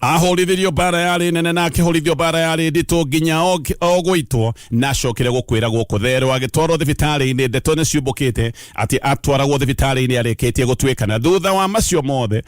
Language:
Kikuyu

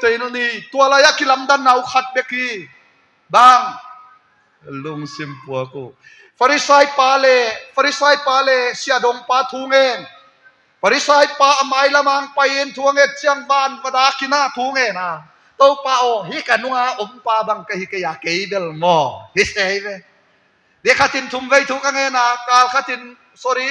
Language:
Tedim Chin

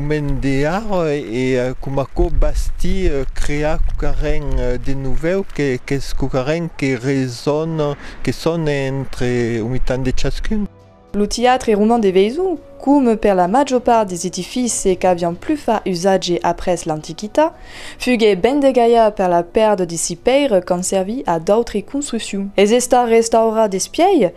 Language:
Occitan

